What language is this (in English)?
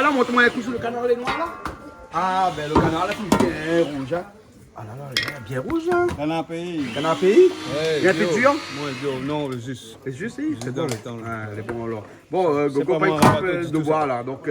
Réunion Creole French